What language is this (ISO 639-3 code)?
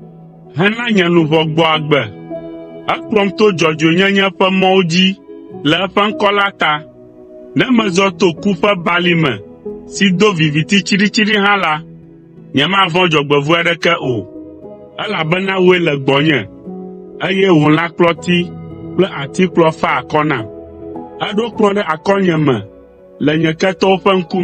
ewe